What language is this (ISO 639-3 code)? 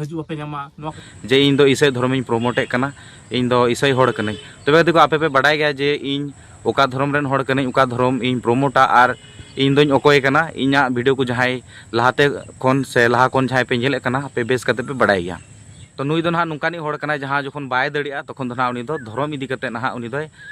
sat